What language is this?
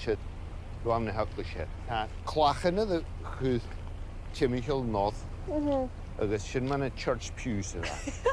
Scottish Gaelic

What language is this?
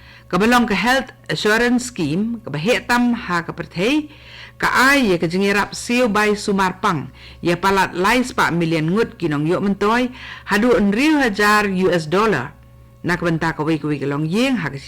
Khasi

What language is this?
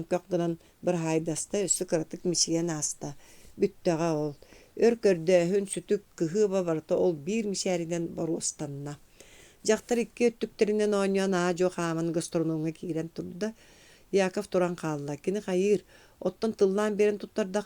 Yakut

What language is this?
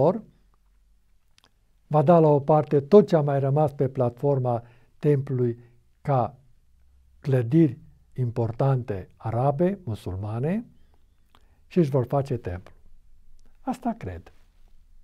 Romanian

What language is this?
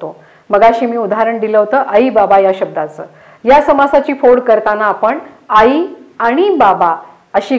Marathi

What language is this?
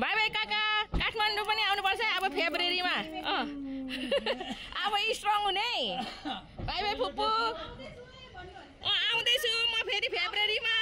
Nepali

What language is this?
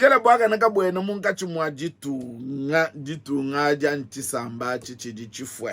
Luba-Lulua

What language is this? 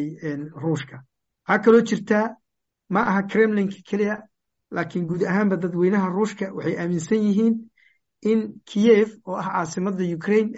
Somali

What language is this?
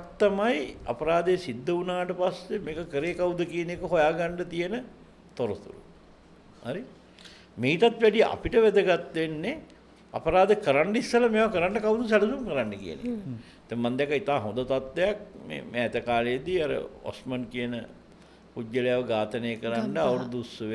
Sinhala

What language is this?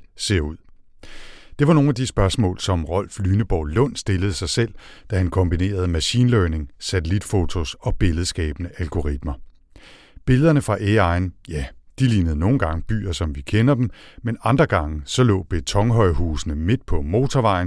Danish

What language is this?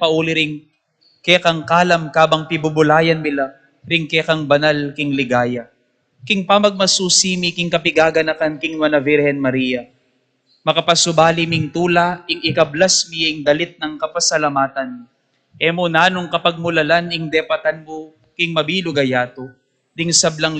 Pampanga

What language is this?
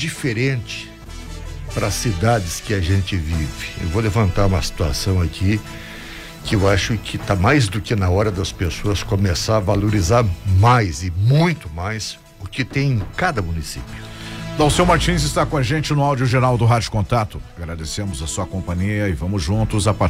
Portuguese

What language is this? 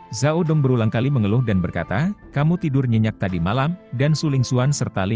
Indonesian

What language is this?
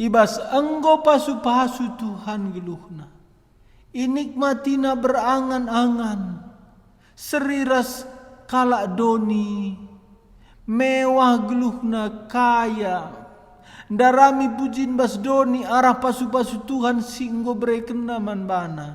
Batak Karo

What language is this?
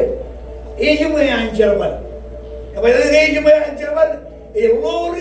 Marshallese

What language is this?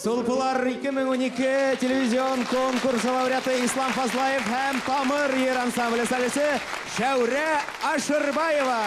Bashkir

